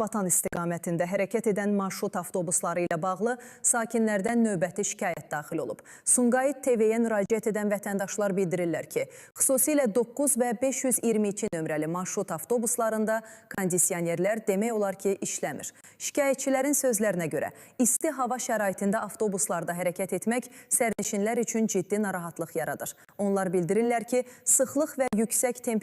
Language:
Azerbaijani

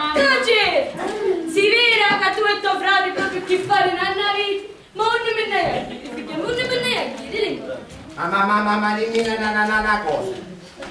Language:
Sicilian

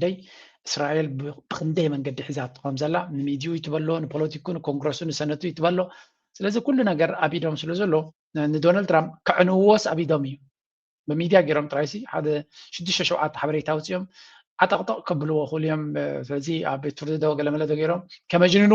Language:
Tigrinya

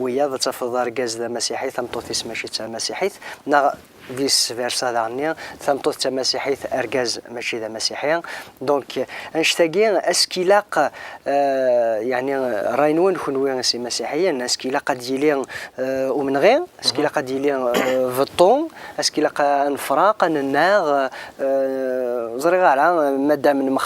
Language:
Kabyle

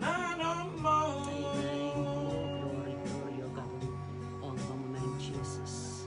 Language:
Pohnpeian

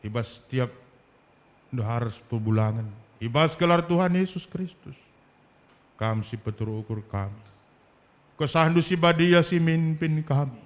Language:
Batak Karo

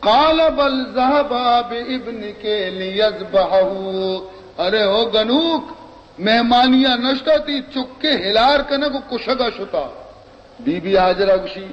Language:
Baluchi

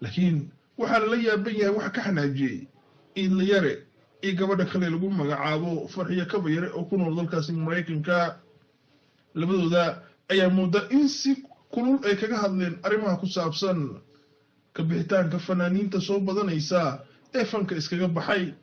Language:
Somali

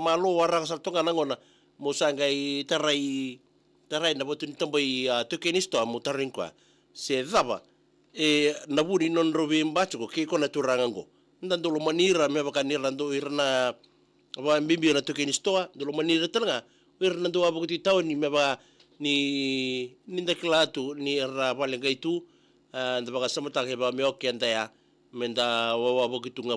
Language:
Fijian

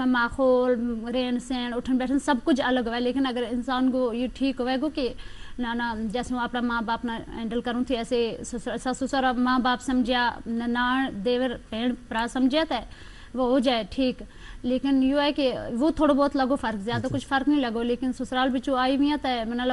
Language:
Gujari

